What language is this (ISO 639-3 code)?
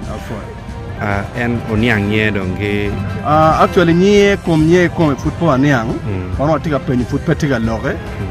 ach